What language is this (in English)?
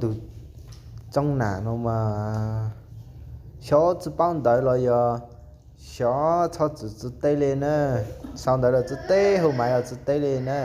Hmong